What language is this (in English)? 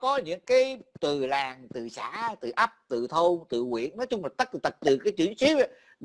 Vietnamese